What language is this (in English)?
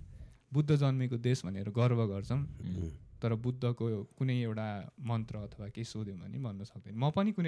Nepali